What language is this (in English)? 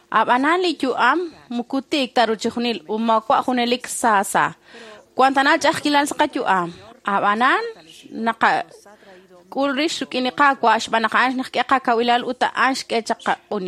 Kekchí